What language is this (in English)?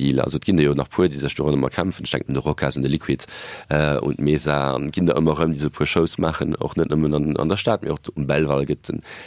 Luxembourgish